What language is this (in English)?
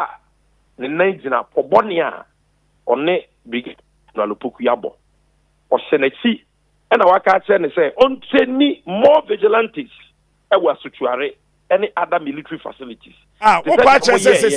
Akan